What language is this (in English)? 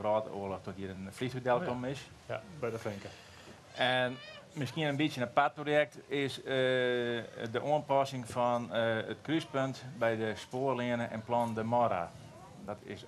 Western Frisian